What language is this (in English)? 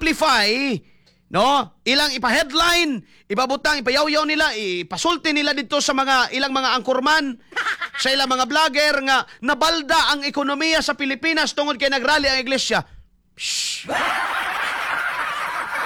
Cebuano